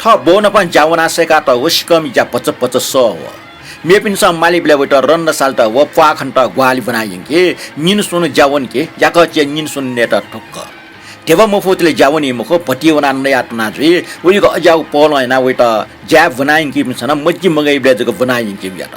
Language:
Newari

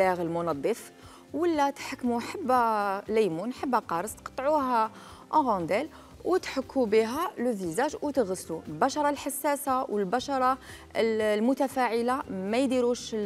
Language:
Algerian Arabic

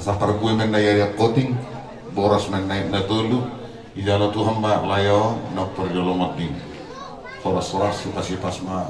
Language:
Batak Toba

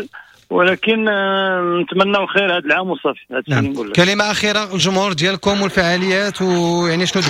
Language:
Moroccan Arabic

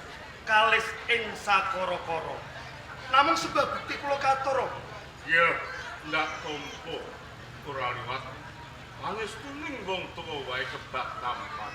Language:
Javanese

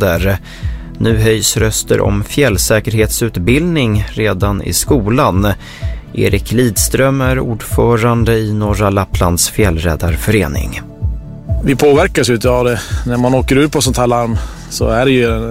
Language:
Swedish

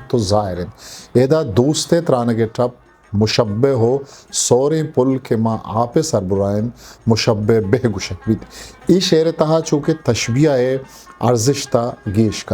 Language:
Eastern Balochi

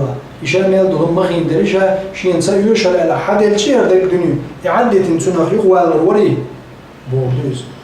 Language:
Chechen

